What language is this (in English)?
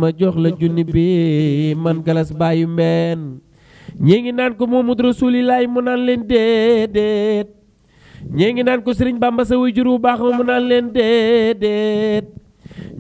Wolof